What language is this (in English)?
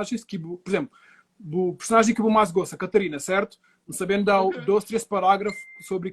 Kabuverdianu